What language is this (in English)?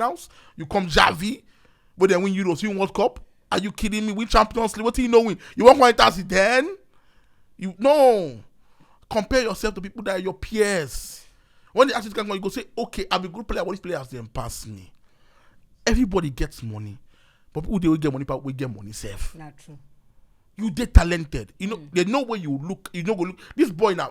Nigerian Pidgin